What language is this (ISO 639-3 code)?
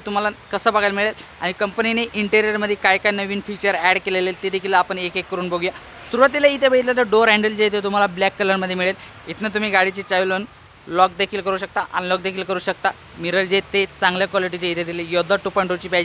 mar